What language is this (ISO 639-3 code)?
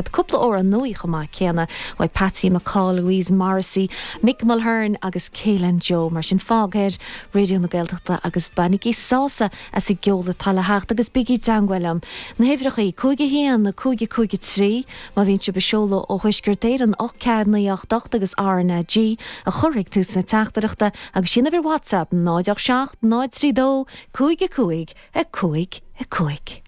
gle